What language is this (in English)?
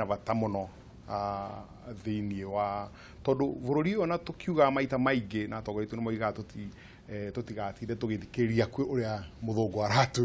Kikuyu